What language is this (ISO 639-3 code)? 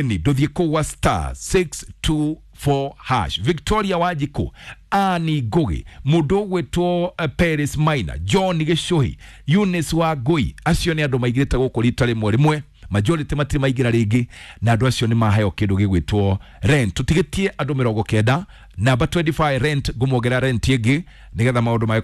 kik